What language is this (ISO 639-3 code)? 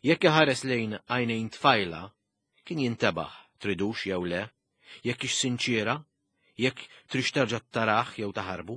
mlt